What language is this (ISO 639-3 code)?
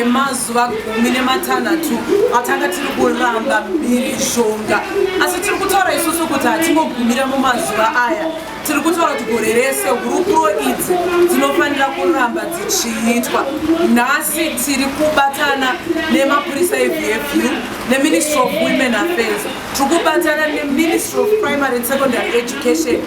sna